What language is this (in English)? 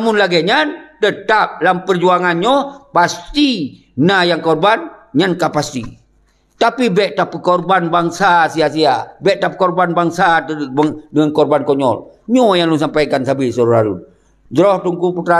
Achinese